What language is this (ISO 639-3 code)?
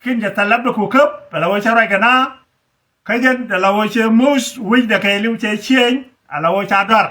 nus